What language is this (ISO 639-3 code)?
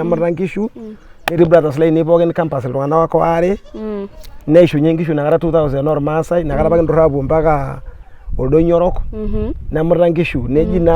mas